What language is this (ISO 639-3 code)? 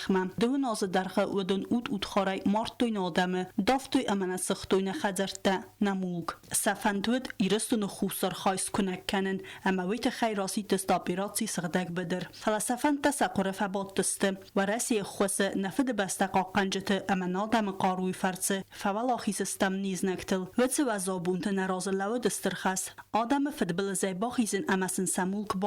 oss